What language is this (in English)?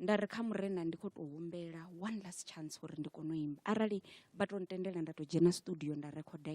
Venda